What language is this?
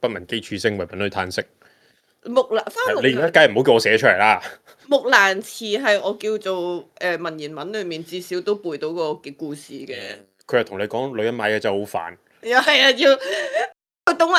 Cantonese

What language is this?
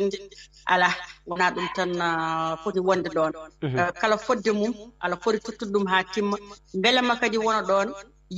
Fula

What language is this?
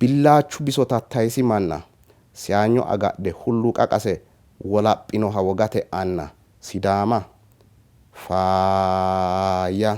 Sidamo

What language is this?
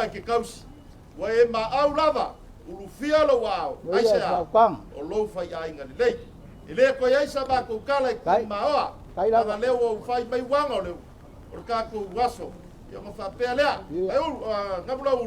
Samoan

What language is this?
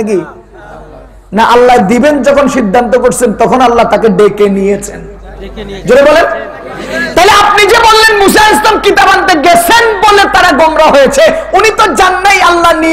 Bangla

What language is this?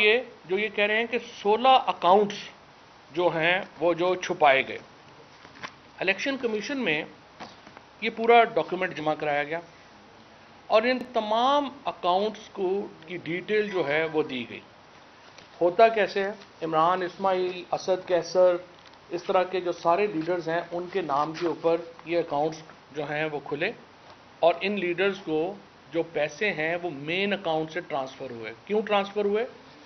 Urdu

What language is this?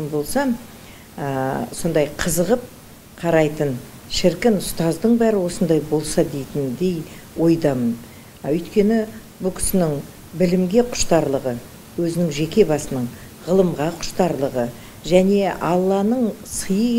Kazakh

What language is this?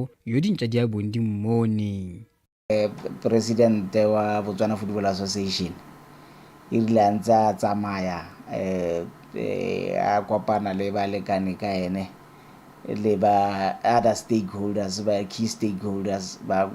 Tswana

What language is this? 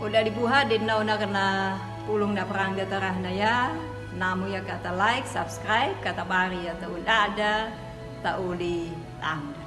Anakalangu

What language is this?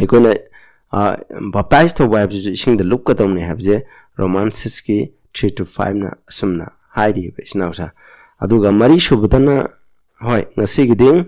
Manipuri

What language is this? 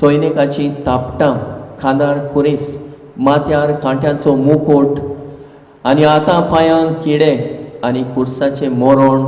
Konkani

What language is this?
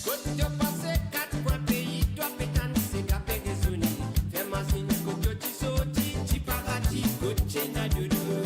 Morisyen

